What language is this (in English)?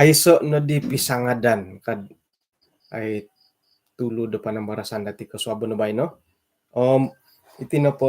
Central Dusun